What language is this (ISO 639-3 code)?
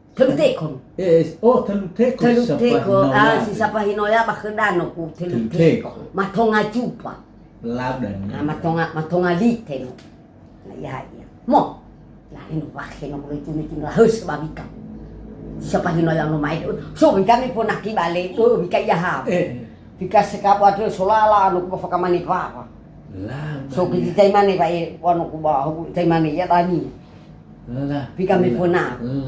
nia